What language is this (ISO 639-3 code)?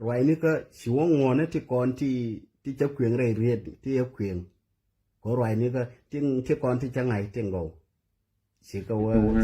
nus